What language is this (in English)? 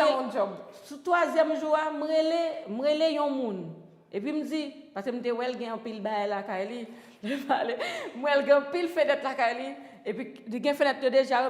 Haitian Creole